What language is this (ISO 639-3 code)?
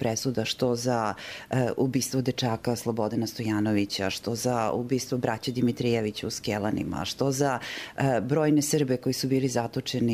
bos